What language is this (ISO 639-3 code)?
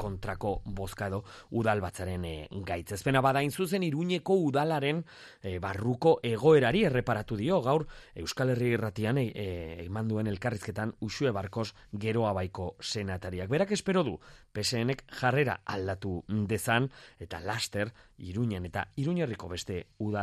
eus